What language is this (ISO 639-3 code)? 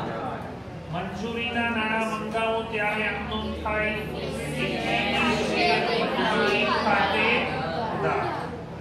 guj